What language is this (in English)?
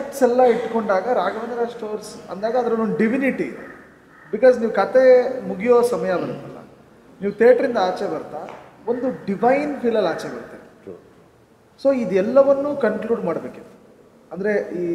Kannada